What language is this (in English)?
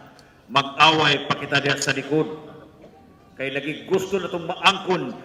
Cebuano